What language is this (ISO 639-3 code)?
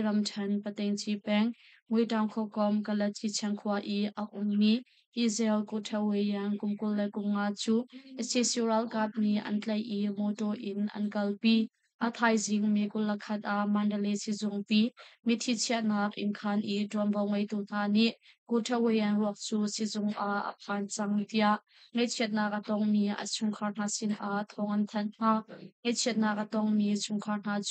cnh